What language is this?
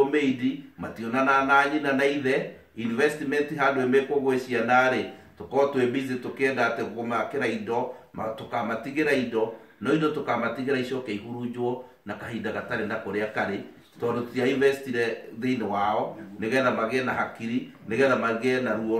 Kikuyu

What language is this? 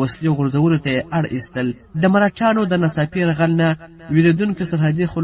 Pashto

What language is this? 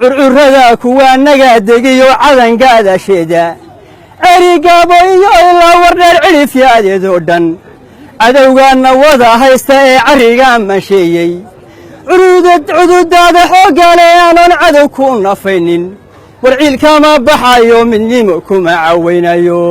Somali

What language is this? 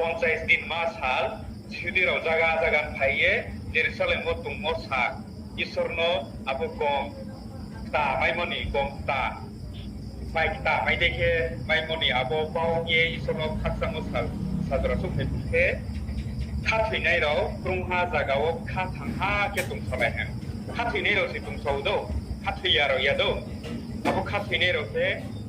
Riang (India)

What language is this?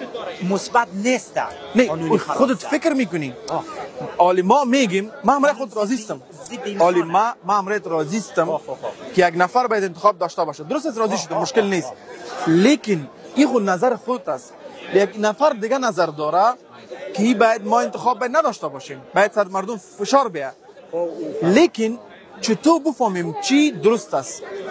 Persian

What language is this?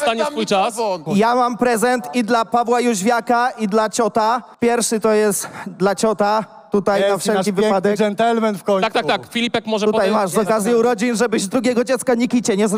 Polish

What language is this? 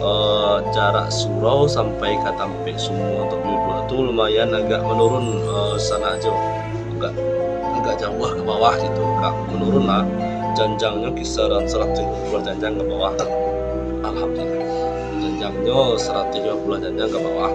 Minangkabau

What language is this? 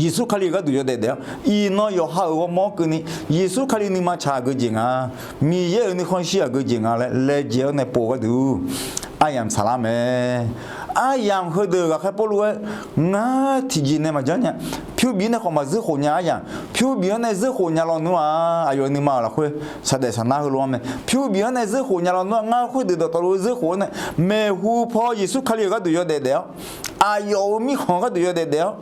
Akha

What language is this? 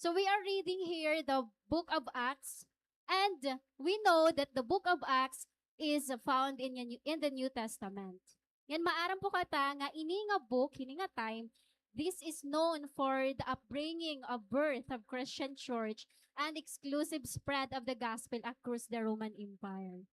Waray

